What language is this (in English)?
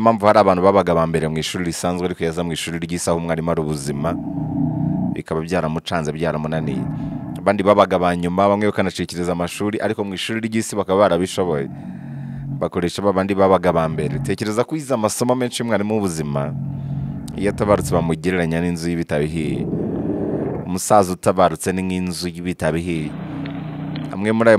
Kinyarwanda